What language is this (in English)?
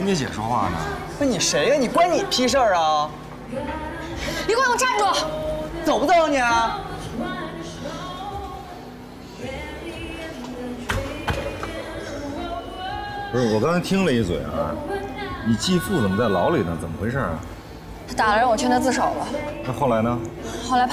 Chinese